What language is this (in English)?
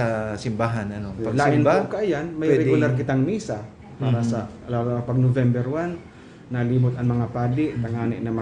Bikol